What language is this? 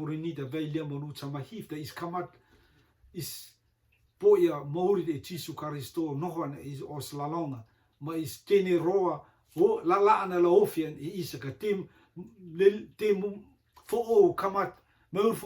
Rotuman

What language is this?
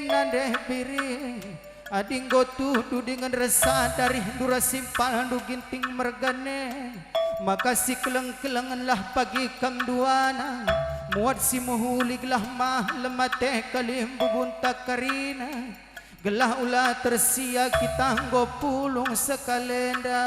Batak Karo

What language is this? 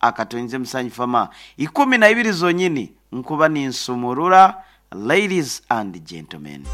Nyankole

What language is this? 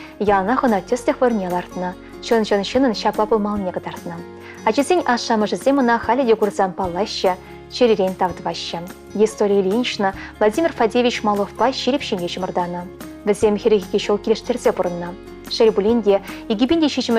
Chuvash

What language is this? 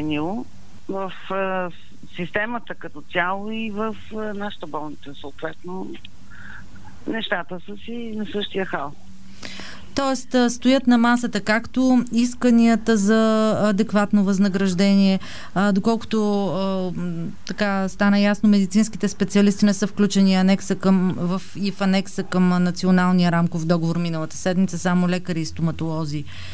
Bulgarian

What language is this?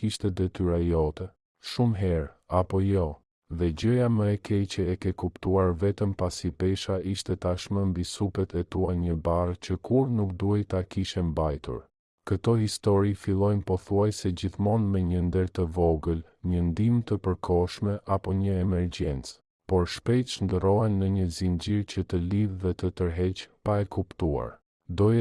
Albanian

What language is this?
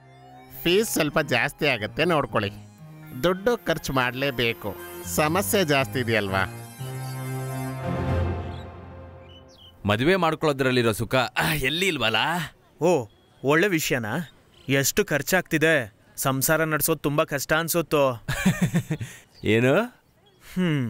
Kannada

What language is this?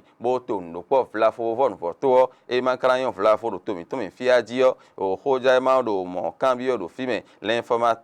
Fon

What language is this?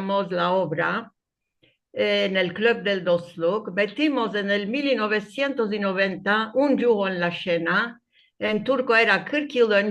Ladino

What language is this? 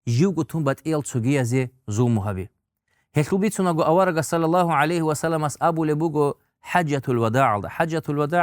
Avaric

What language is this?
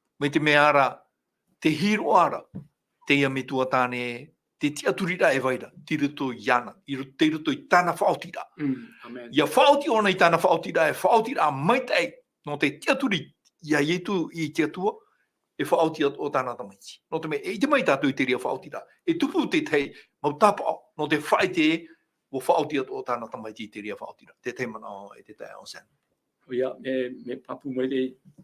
Tahitian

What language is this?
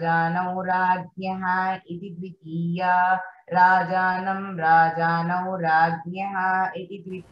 Sanskrit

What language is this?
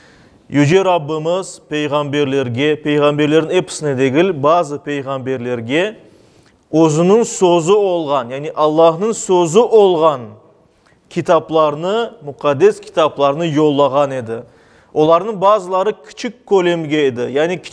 Crimean Tatar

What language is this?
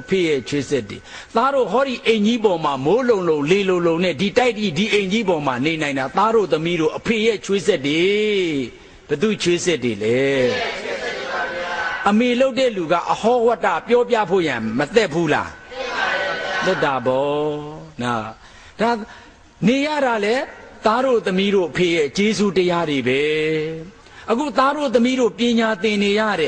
Burmese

